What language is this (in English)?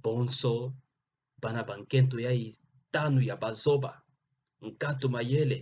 Kituba (Democratic Republic of Congo)